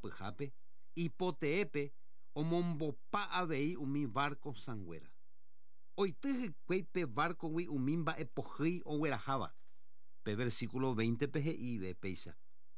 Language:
Guarani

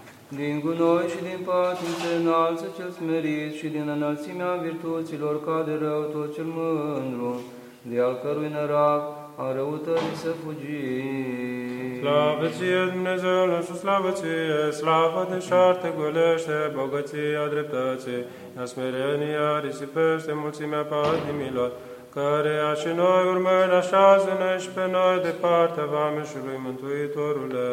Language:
Romanian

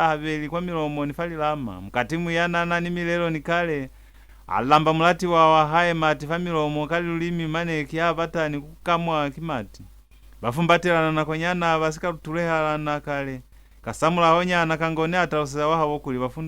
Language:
Lozi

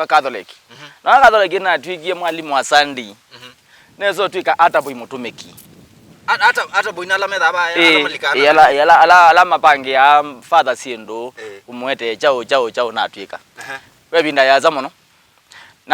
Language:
Kamba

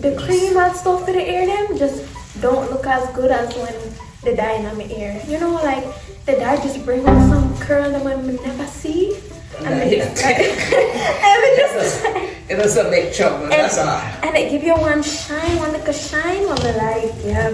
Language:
Jamaican Creole English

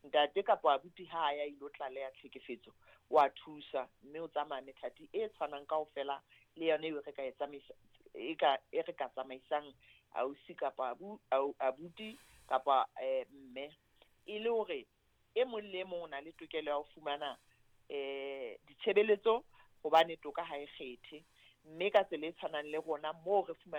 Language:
Southern Sotho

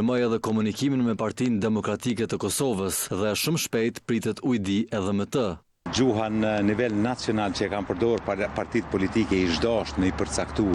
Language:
Albanian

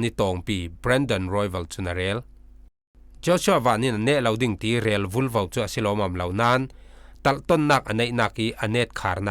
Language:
Falam Chin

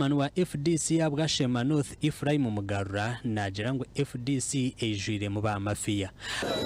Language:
Nyankole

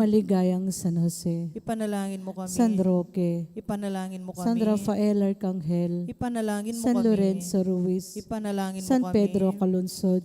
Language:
Pampanga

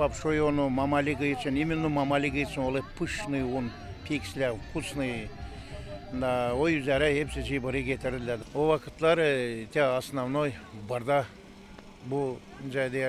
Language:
Gagauz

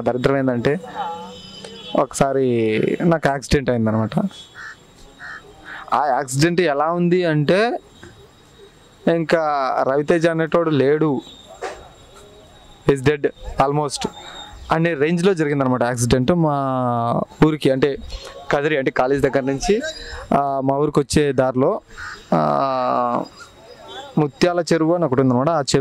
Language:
Telugu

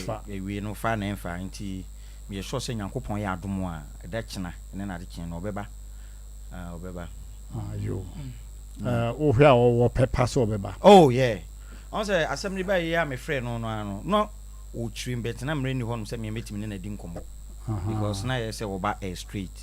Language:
Akan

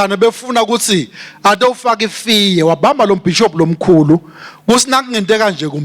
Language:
Swati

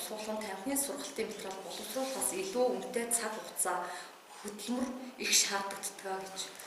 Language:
Mongolian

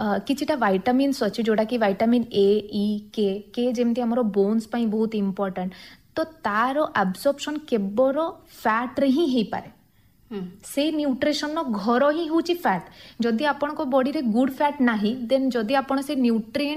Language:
Odia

